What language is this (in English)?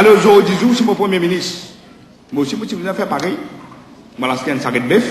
Morisyen